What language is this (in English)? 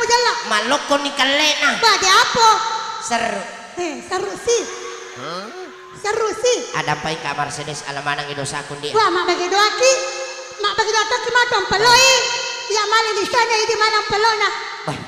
Buginese